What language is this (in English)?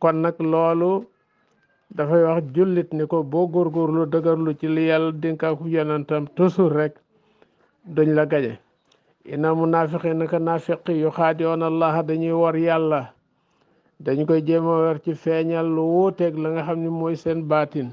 Wolof